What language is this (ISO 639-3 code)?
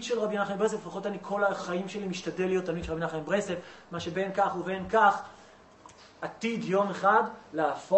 heb